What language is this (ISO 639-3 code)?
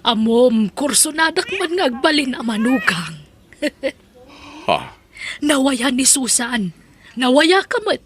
ilo